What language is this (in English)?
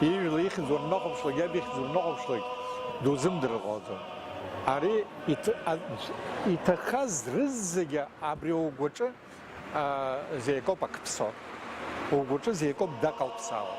Abkhazian